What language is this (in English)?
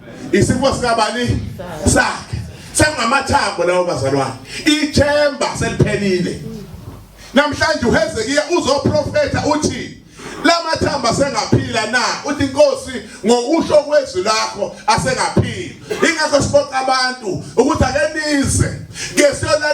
Zulu